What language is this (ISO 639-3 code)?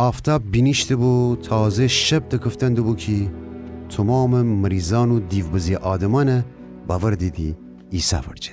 glk